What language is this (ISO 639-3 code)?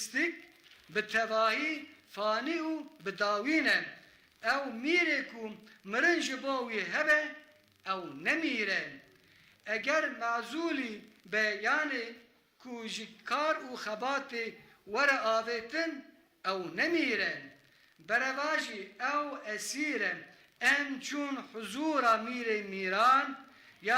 kur